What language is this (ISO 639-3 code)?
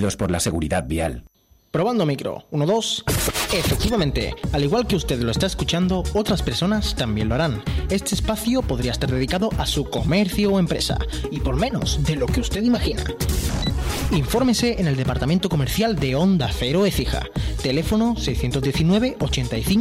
spa